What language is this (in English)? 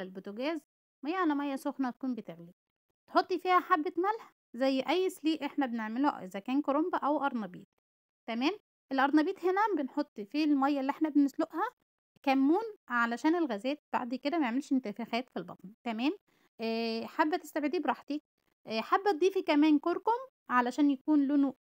Egyptian Arabic